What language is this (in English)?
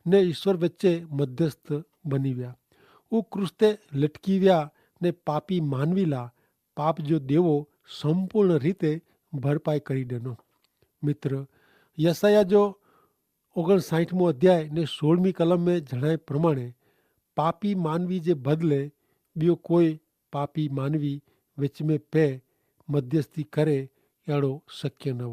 Kachhi